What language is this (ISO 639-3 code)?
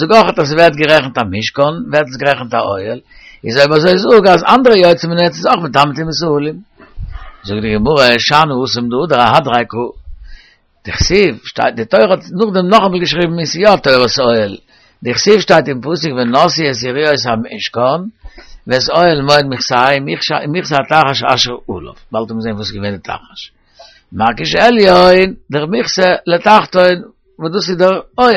yid